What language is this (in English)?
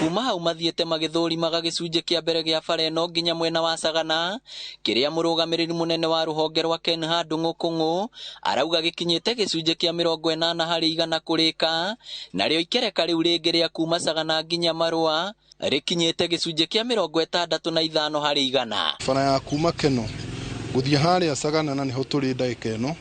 Kikuyu